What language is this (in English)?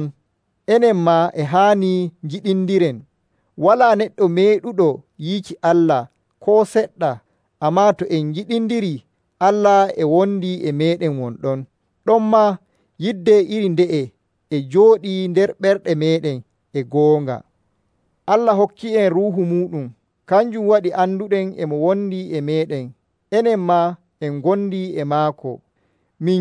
Nigerian Fulfulde